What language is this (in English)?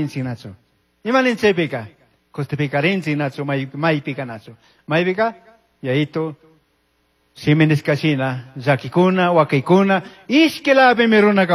Chimborazo Highland Quichua